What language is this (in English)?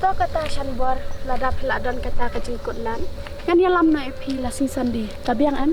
Khasi